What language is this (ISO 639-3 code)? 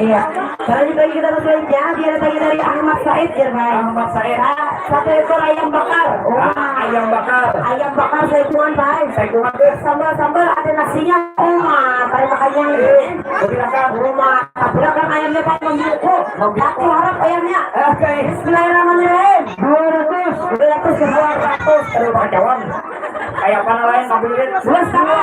bjn